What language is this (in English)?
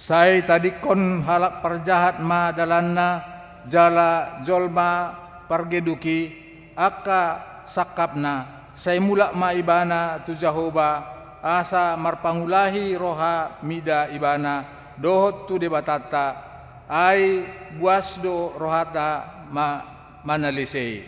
Batak Toba